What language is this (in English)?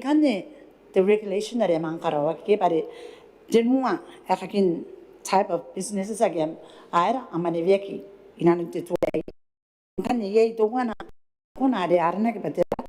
Gilbertese